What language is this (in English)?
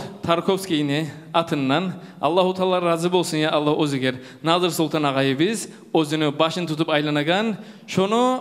Kumyk